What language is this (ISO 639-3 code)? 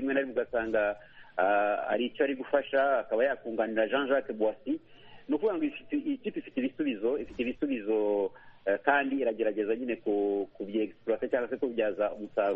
kin